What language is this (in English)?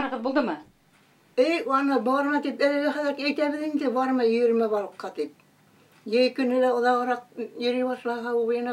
Bashkir